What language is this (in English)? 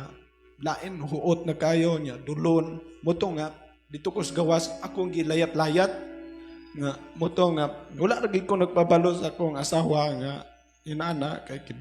Cebuano